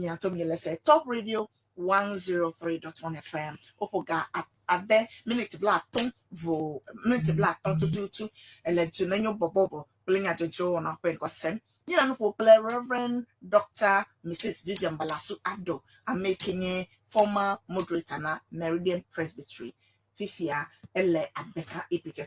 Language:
Ewe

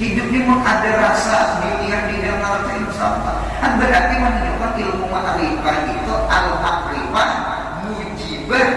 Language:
Banjar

